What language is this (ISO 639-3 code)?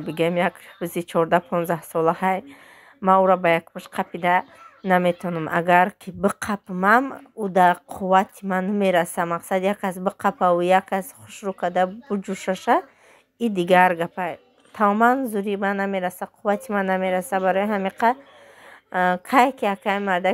tgk